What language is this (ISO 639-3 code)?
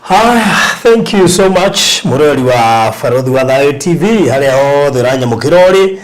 kik